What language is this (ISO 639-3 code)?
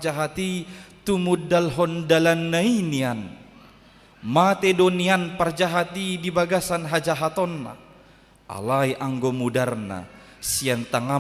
bbc